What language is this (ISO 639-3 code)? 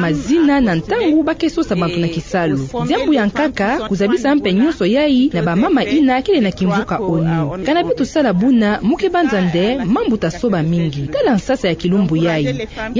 ktu